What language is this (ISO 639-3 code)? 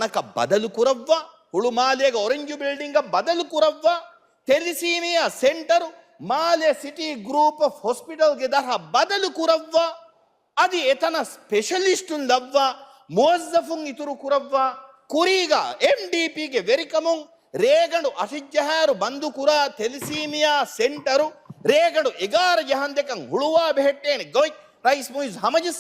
div